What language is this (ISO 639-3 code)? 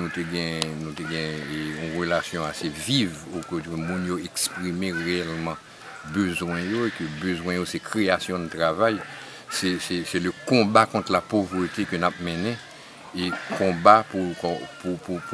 hat